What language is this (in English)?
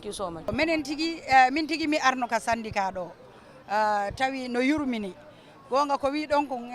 Fula